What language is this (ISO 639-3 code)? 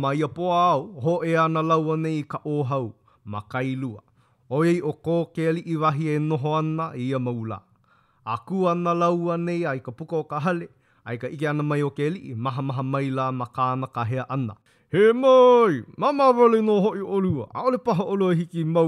haw